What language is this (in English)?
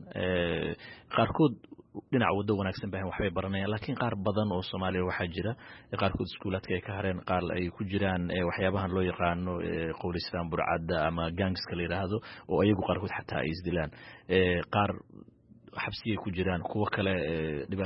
Somali